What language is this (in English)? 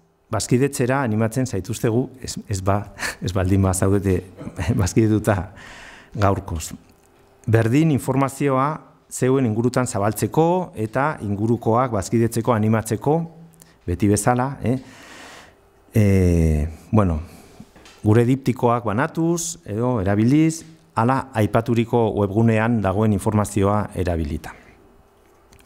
Basque